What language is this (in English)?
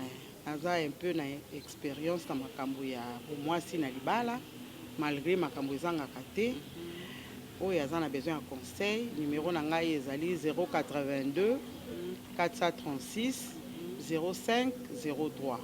Lingala